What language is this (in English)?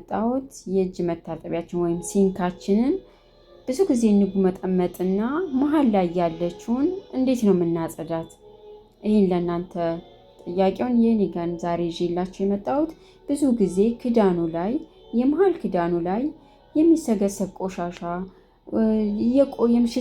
Amharic